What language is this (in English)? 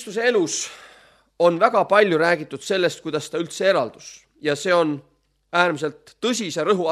Estonian